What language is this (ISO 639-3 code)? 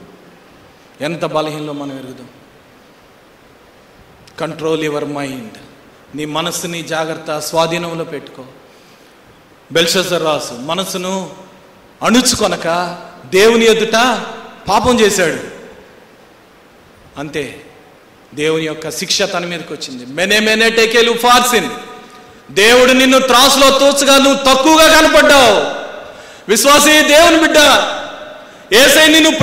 tel